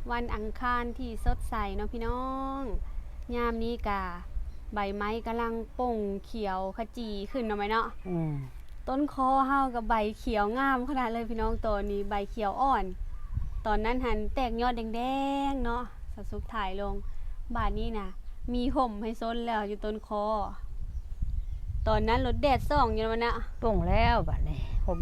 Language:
Lao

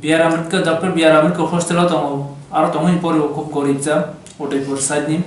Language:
Kok Borok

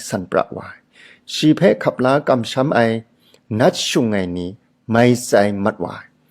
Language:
Kachin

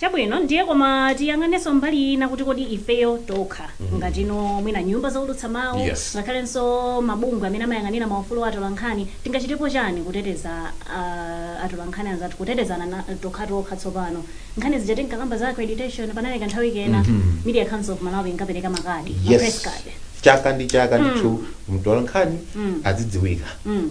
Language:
Nyanja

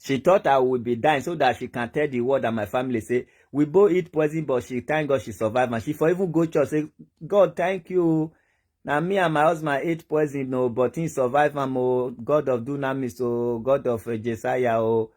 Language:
Nigerian Pidgin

